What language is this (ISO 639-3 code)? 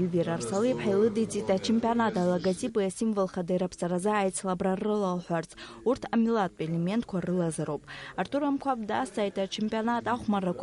abk